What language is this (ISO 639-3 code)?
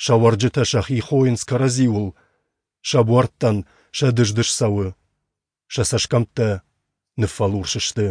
oss